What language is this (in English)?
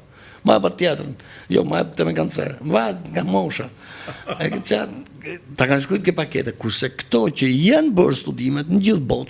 Albanian